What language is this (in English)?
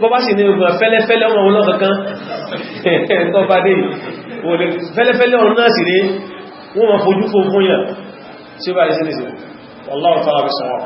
Yoruba